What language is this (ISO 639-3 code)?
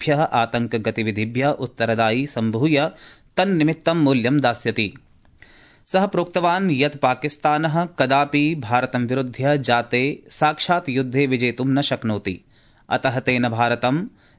san